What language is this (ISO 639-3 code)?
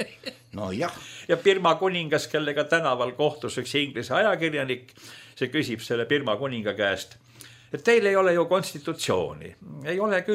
est